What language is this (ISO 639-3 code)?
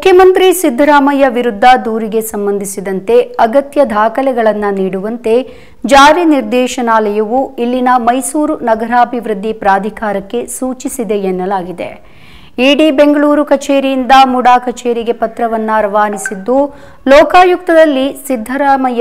kan